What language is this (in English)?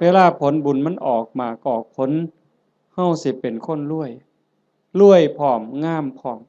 Northeastern Thai